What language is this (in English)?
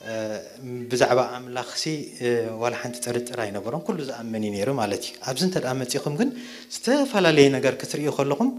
Tigrinya